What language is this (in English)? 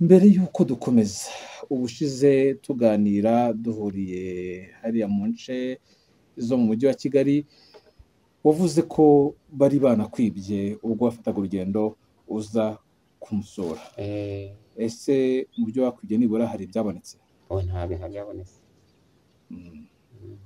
Kinyarwanda